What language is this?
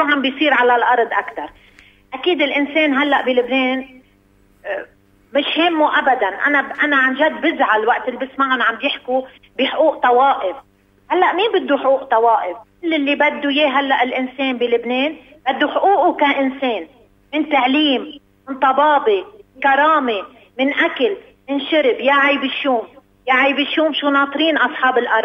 North Levantine Arabic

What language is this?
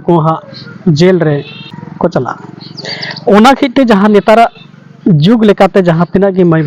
Santali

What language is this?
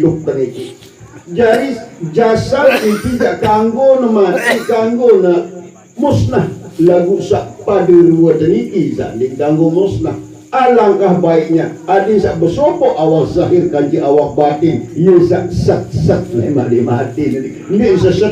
Sasak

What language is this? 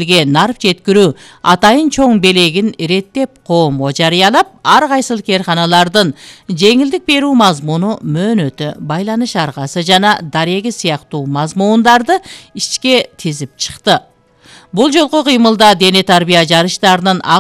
Kyrgyz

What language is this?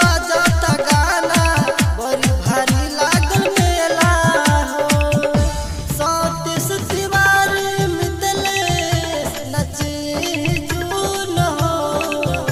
Bhojpuri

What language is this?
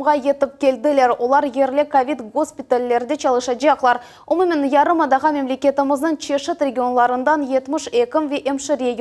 Crimean Tatar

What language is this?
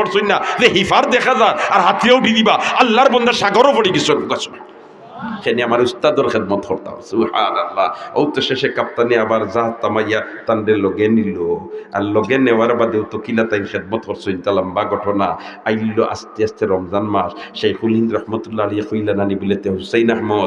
Sylheti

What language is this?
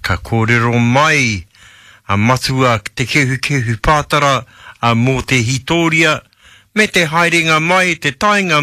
Māori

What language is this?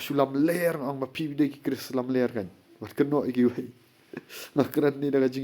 Khasi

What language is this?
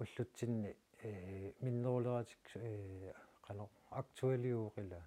Kalaallisut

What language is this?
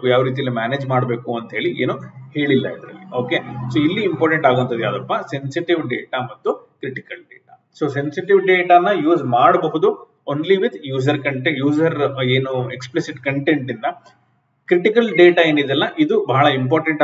Kannada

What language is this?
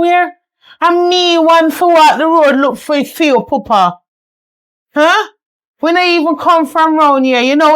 Jamaican Creole English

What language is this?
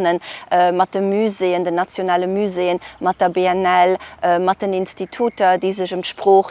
Luxembourgish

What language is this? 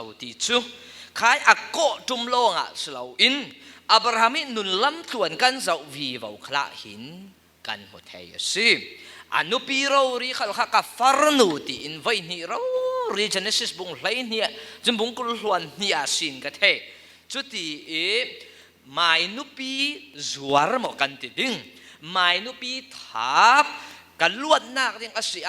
Falam Chin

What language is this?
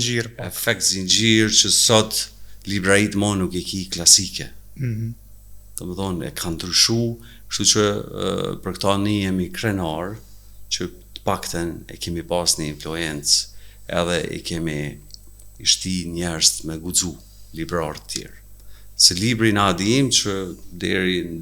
Albanian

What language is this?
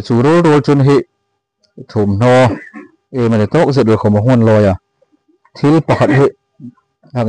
Hmar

